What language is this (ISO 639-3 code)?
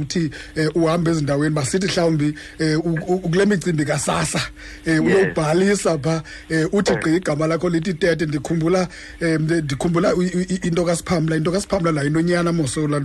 xho